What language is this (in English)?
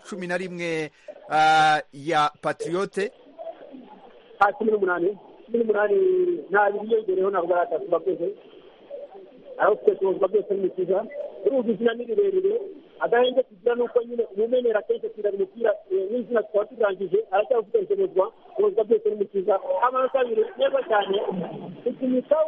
Kinyarwanda